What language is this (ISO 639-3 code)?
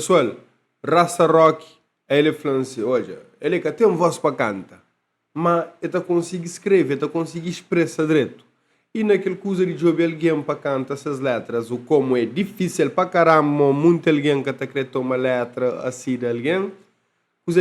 kea